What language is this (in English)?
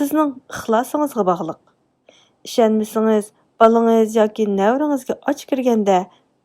Uyghur